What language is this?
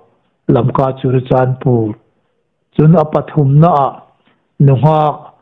Hmar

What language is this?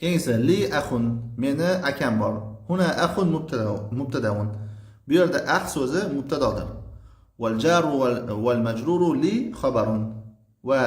Uzbek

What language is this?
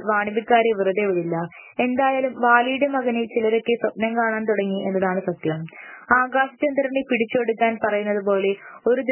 Malayalam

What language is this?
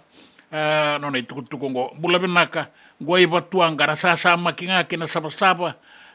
Fijian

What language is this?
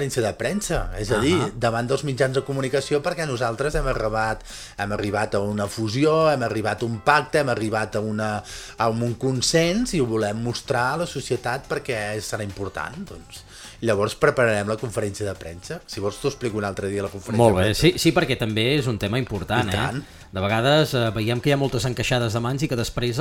Catalan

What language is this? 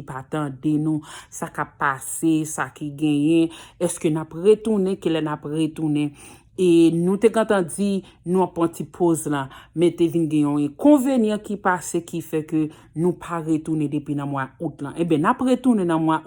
Haitian Creole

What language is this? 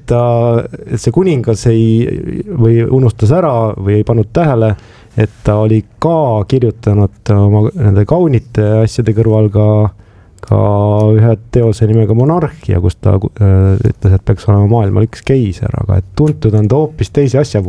Estonian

